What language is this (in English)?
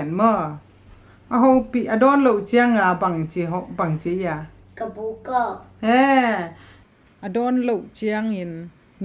Tedim Chin